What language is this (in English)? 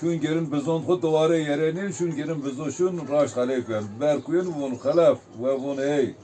Zaza